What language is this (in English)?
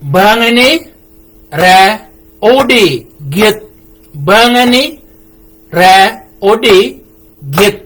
Shilluk